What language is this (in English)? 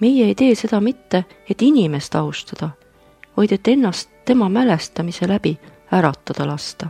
Estonian